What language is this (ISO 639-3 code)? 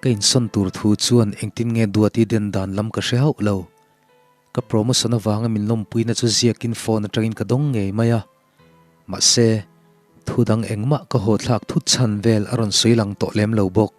lus